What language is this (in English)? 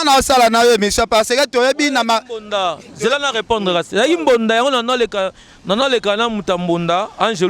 Lingala